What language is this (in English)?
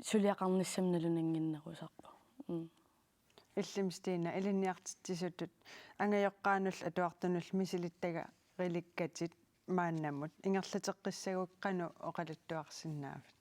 Kalaallisut